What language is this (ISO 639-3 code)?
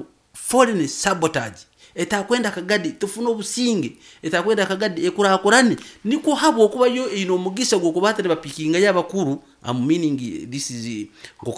nyn